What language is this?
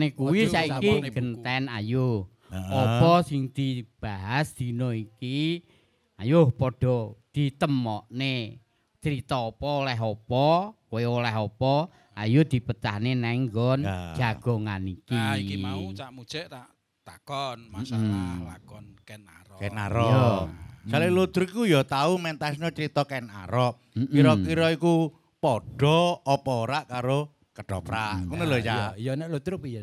Javanese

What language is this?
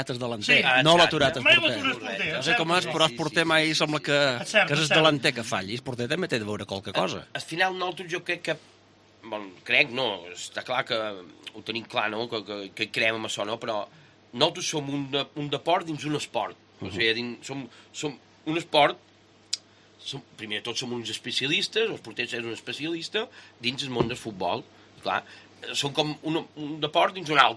Catalan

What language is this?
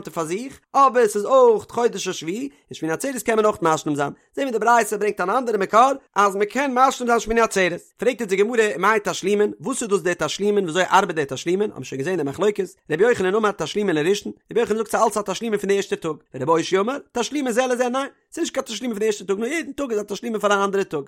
Yiddish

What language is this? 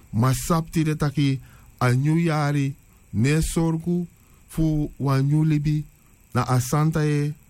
Sranan Tongo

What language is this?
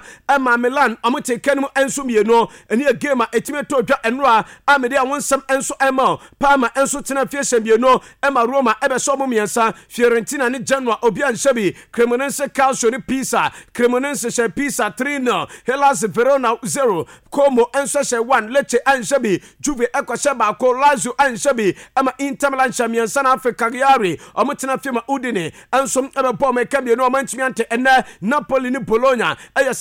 Akan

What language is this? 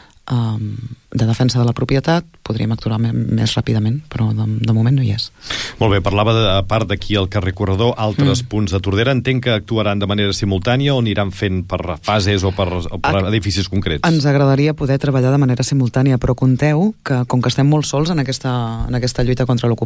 Catalan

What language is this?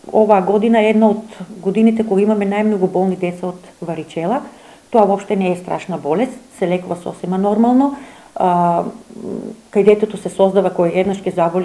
Macedonian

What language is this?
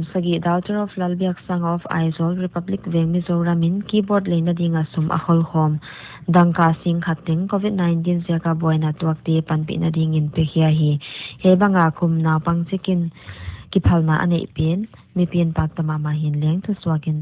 Paite Chin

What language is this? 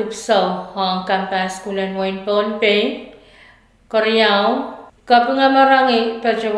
Pohnpeian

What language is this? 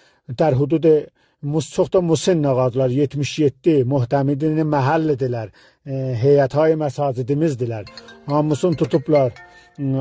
South Azerbaijani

